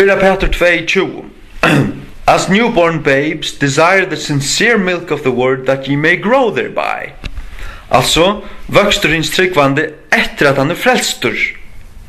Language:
Faroese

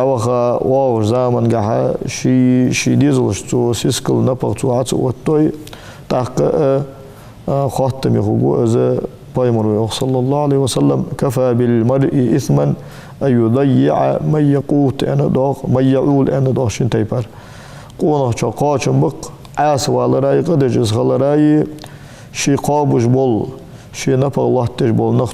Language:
Ingush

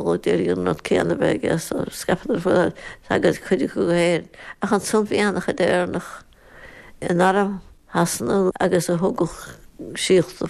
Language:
Irish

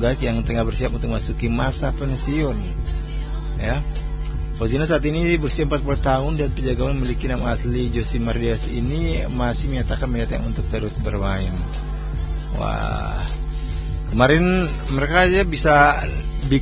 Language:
Indonesian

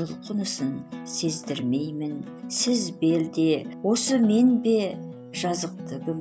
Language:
Kazakh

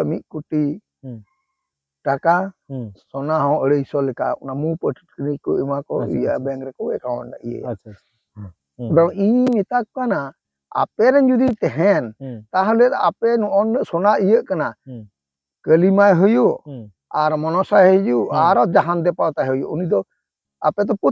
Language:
Santali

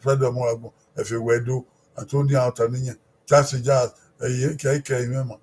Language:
Bini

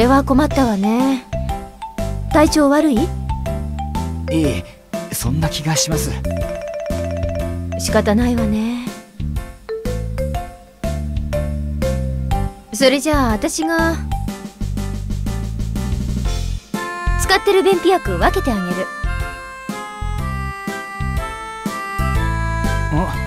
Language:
Japanese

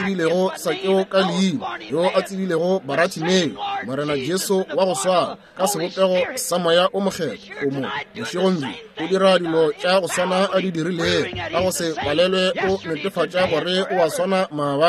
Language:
Northern Sotho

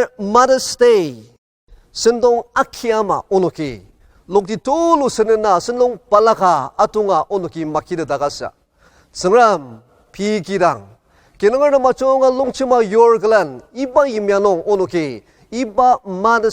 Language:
Ao Naga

